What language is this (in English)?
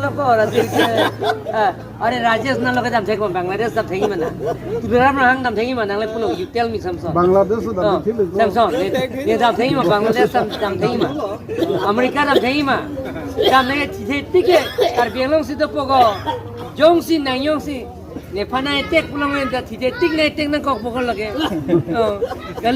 Karbi